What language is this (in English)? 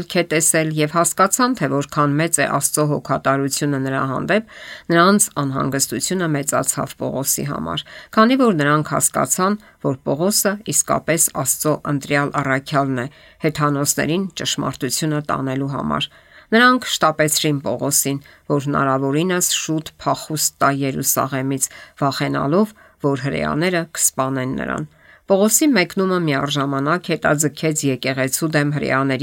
Armenian